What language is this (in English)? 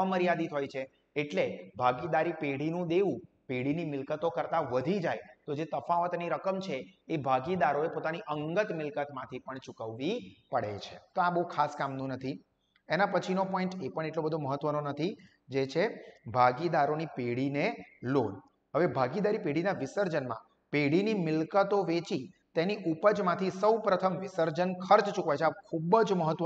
Gujarati